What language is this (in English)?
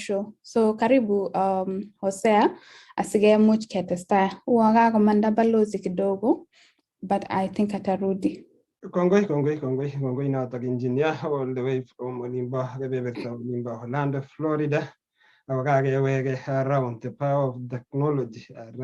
Kalenjin